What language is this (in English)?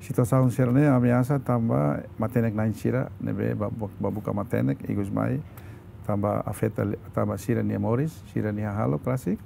Tetum